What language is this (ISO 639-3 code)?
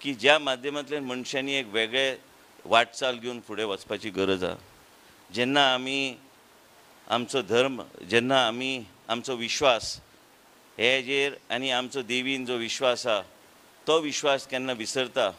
kok